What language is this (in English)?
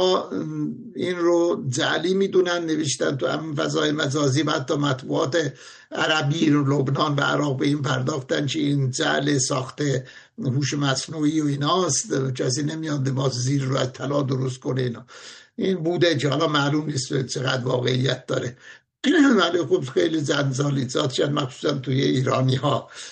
Persian